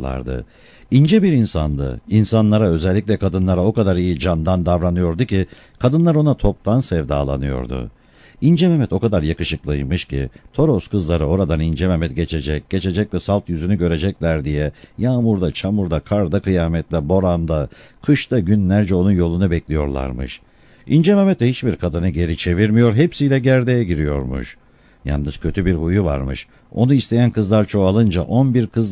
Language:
Turkish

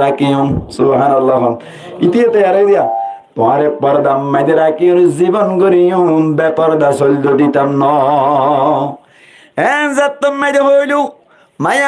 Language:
Rohingya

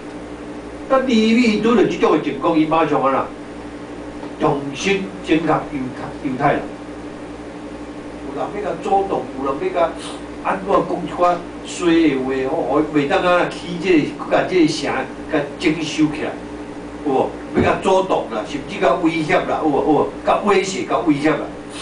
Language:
Min Nan Chinese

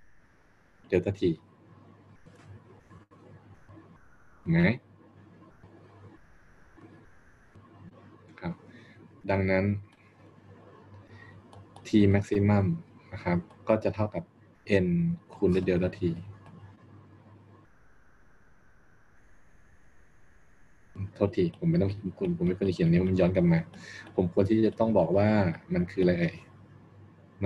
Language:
Thai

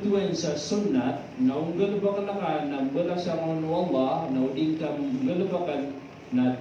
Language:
Maranao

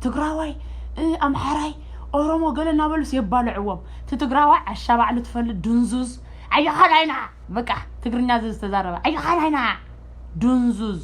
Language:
Tigrinya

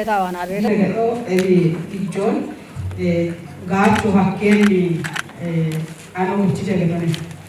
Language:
Kafa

